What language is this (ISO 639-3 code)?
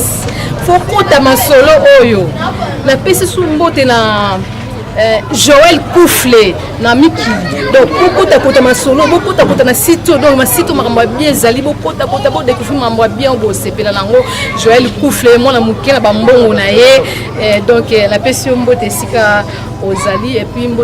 lin